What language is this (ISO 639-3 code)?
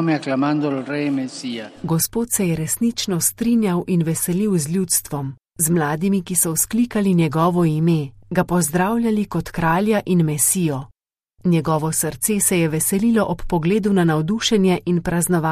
slv